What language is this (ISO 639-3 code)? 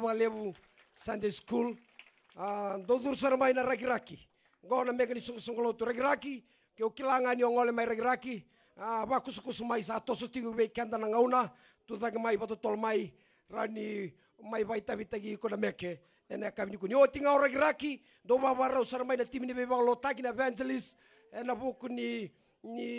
fij